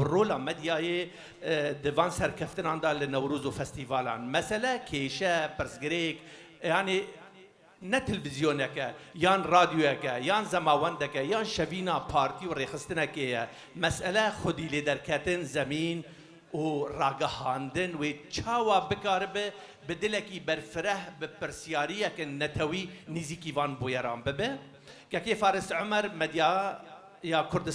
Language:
Kurdish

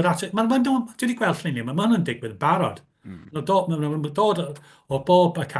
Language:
Welsh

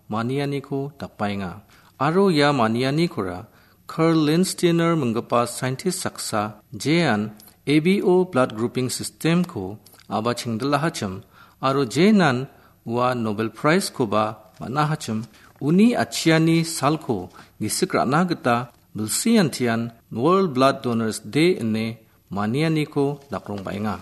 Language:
Garo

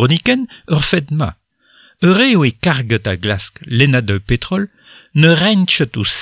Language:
Breton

